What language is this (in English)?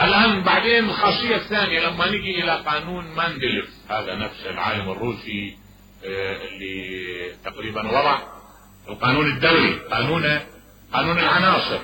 Mesopotamian Arabic